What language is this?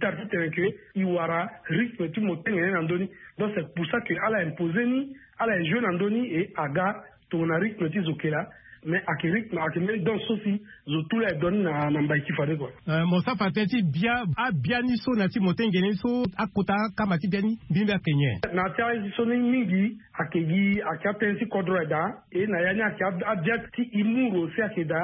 Sango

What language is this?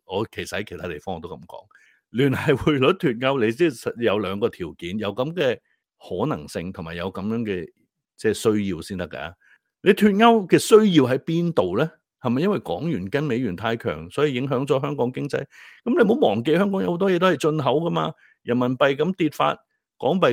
Cantonese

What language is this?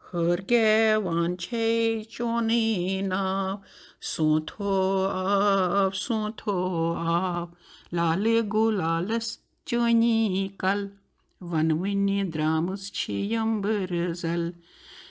Kashmiri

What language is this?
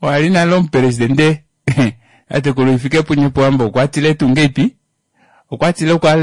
Kuanyama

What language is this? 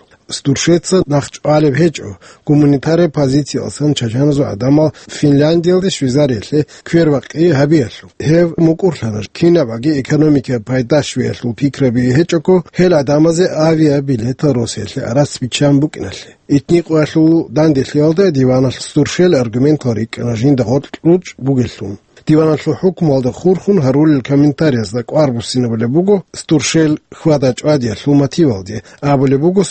Avaric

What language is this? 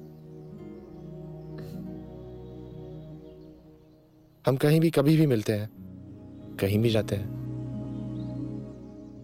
Hindi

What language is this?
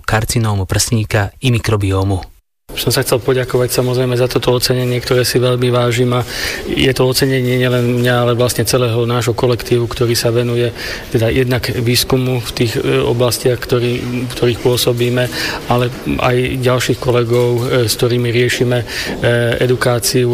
Slovak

